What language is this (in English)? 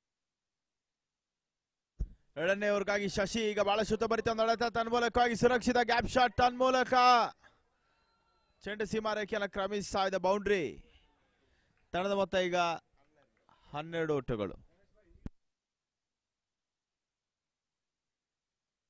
Kannada